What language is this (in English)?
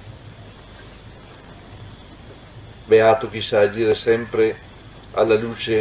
Italian